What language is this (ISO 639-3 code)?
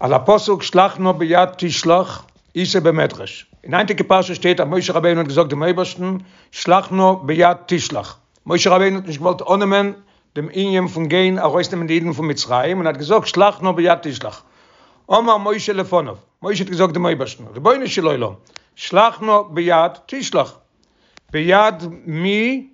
yid